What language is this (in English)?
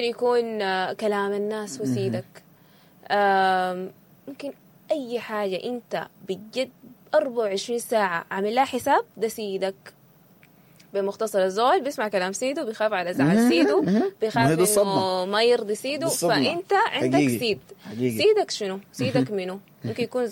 Sudanese Arabic